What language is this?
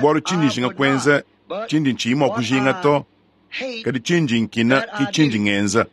Luba-Lulua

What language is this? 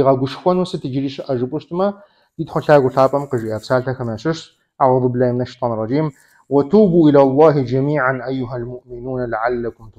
Kabardian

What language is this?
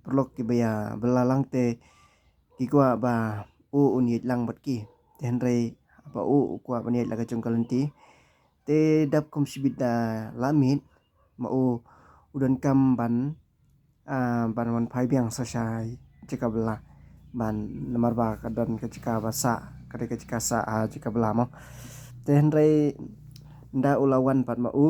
Khasi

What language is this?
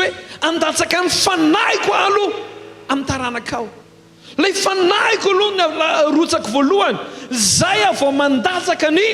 Malagasy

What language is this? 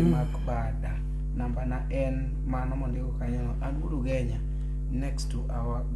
Luo (Kenya and Tanzania)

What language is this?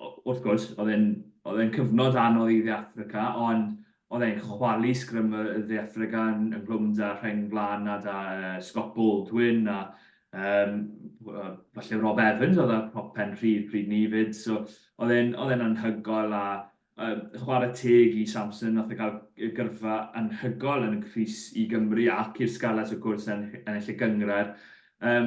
Welsh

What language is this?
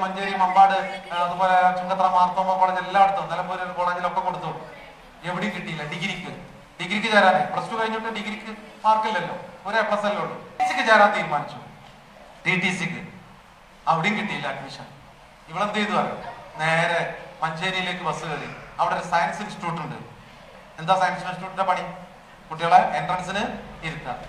Malayalam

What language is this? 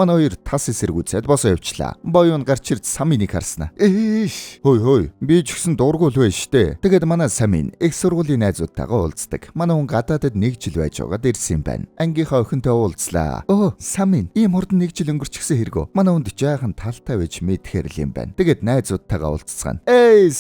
Mongolian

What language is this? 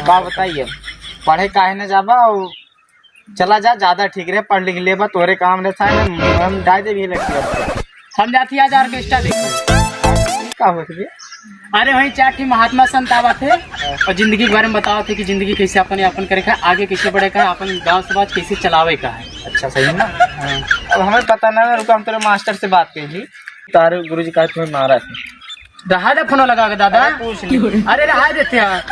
Awadhi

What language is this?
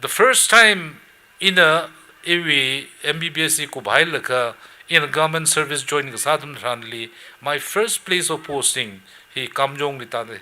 Tangkhul Naga (India)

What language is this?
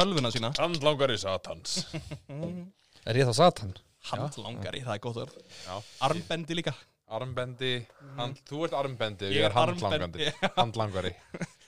Icelandic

